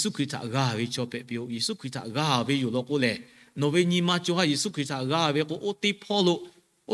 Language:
Lahu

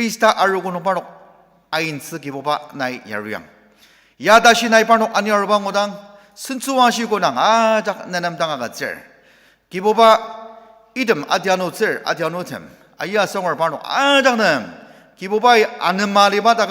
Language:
Ao Naga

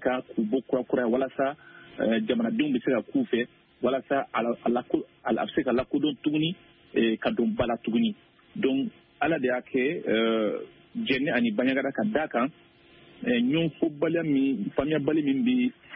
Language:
Bambara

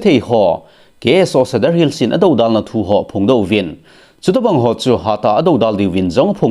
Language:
Thado Chin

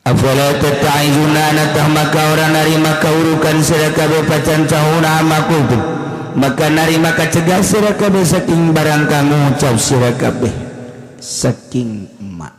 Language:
Sundanese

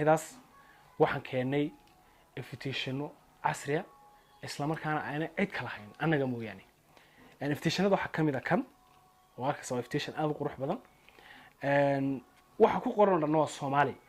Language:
Somali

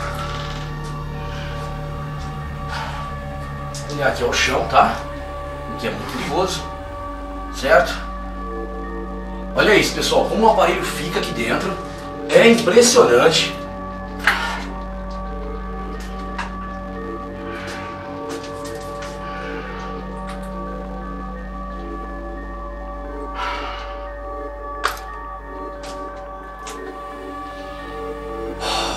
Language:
Portuguese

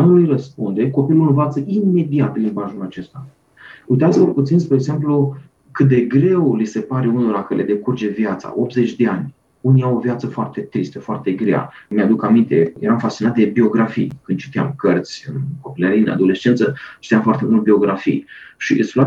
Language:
Romanian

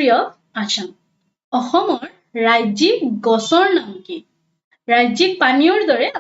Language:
Assamese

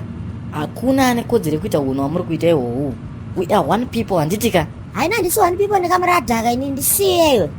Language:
Shona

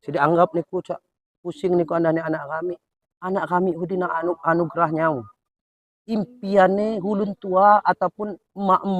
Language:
Lampung Api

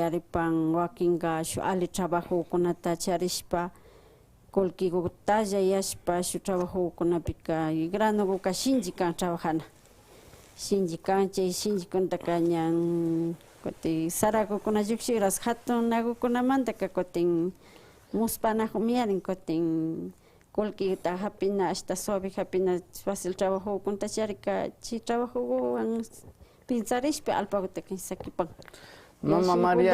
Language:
Imbabura Highland Quichua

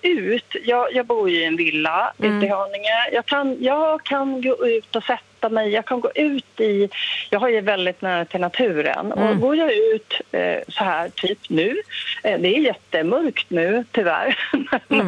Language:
Swedish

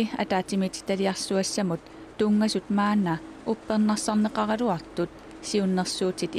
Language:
Kalaallisut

